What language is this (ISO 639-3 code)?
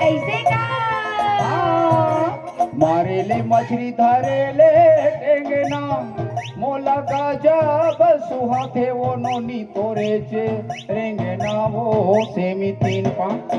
hne